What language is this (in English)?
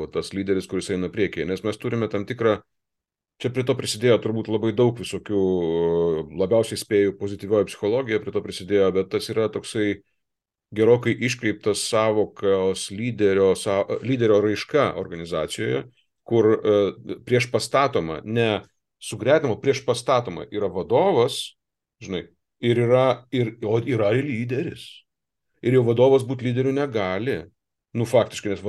Lithuanian